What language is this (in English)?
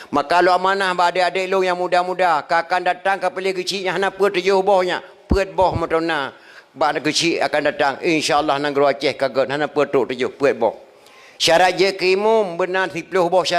Achinese